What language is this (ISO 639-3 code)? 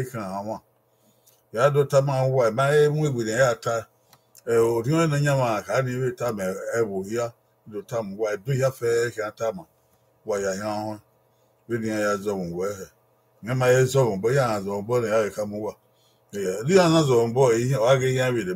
bin